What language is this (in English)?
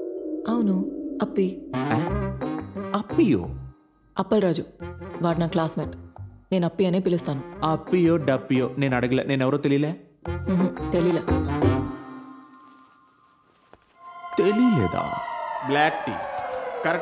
Telugu